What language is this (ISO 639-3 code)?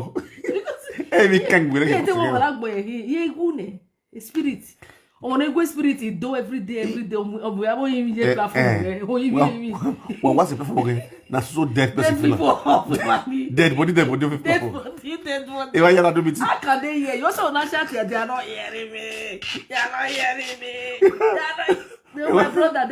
pcm